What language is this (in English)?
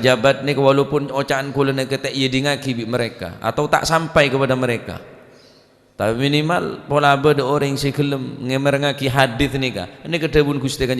Madurese